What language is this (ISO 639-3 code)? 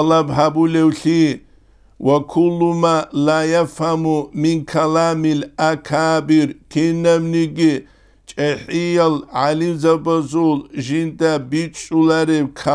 ava